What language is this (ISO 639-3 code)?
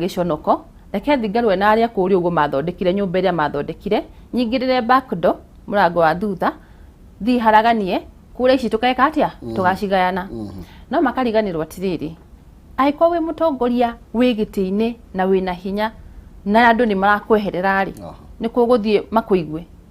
kik